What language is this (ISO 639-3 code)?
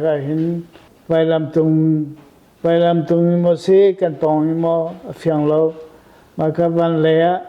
cnh